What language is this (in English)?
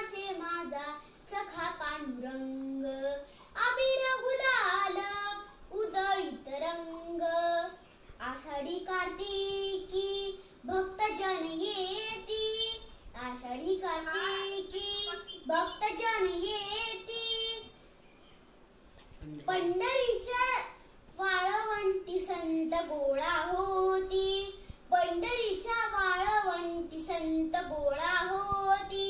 Marathi